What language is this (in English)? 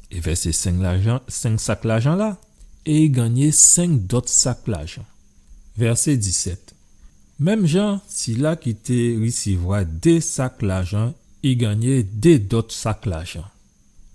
Guadeloupean Creole French